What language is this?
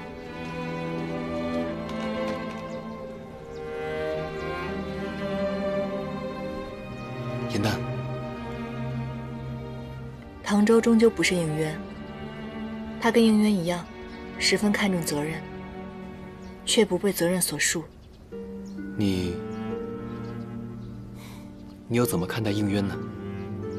Chinese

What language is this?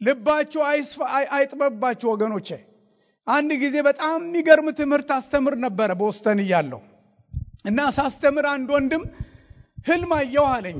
Amharic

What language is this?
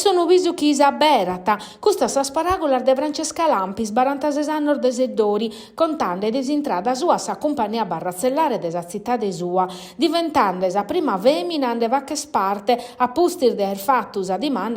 Sardinian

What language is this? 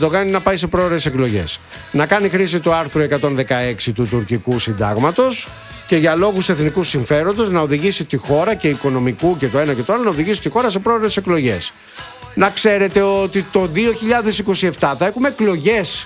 Greek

